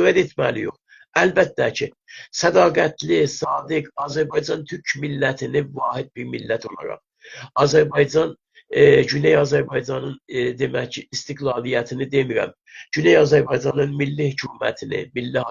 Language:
South Azerbaijani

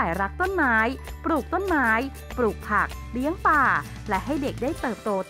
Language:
Thai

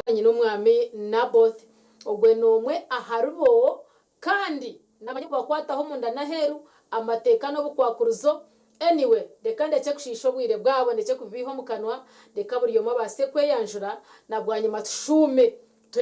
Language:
Nyankole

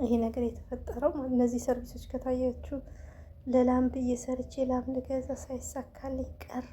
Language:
Amharic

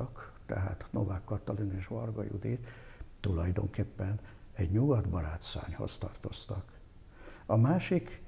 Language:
Hungarian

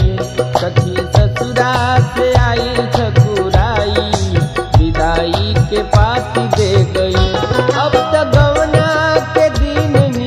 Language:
Bhojpuri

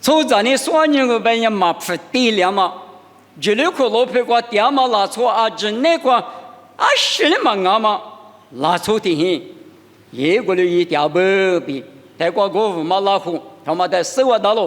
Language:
Lisu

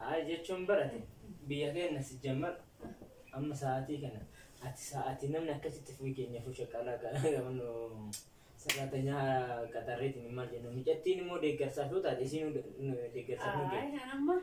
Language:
Oromo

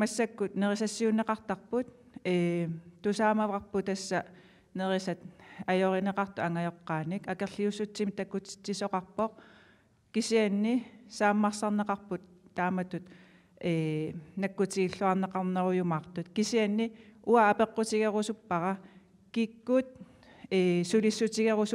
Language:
Kalaallisut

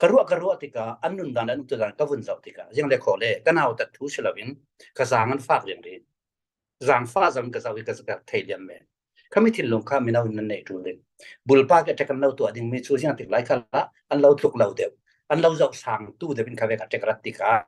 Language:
Falam Chin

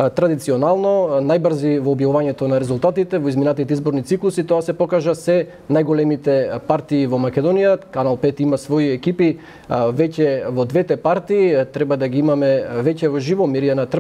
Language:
Macedonian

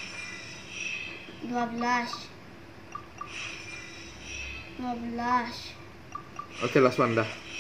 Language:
Indonesian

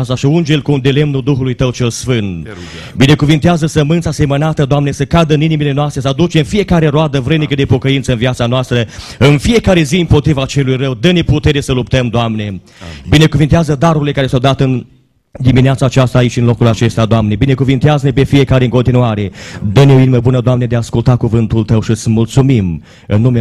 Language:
Romanian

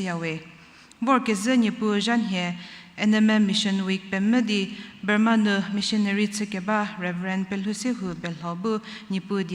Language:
Angami Naga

